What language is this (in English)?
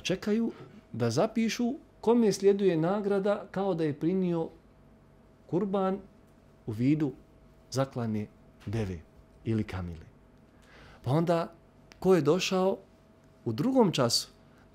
Bosnian